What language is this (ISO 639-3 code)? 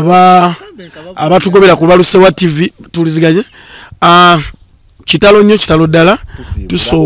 lug